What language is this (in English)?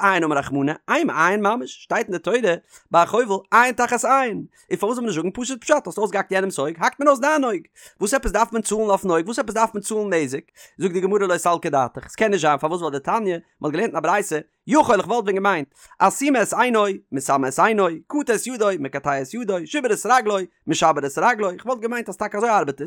Yiddish